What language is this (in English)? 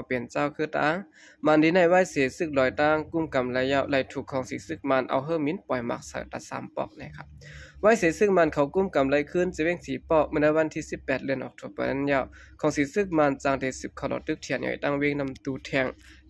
Shan